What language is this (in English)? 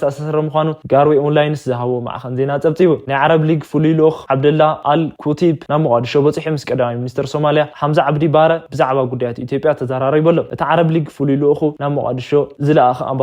Tigrinya